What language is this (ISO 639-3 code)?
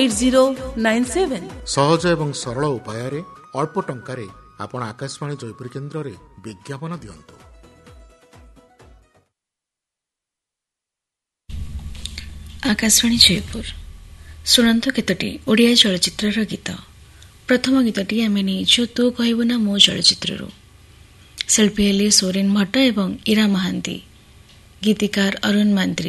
ori